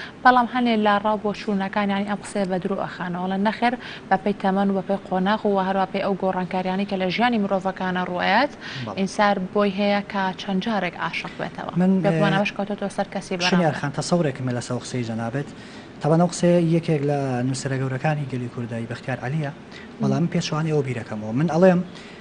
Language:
Central Kurdish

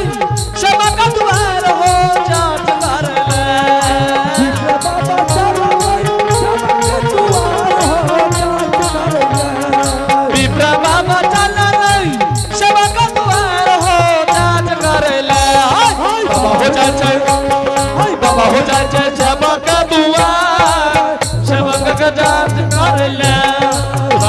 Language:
Angika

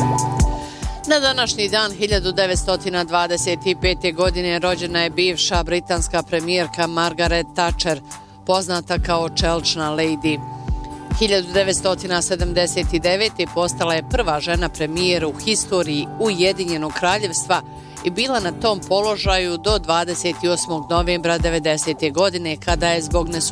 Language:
Bosnian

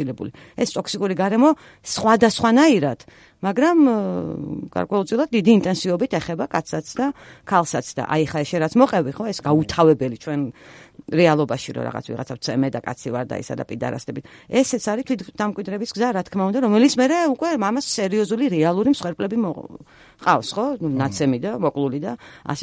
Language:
Georgian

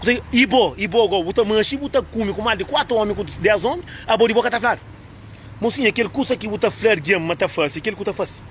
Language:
Kabuverdianu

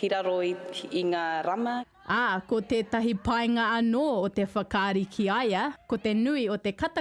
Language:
Māori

